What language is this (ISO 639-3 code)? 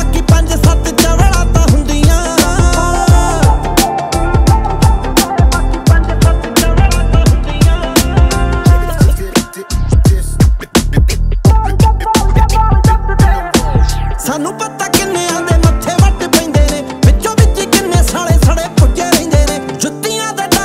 pan